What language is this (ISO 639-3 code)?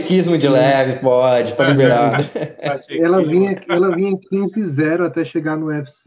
por